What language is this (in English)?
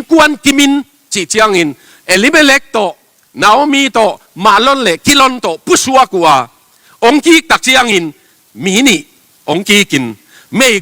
Tedim Chin